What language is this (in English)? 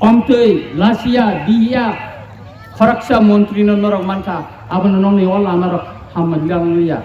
Kok Borok